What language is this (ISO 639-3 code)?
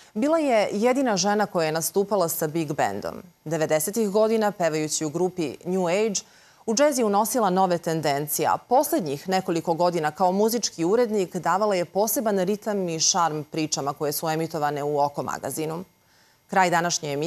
srp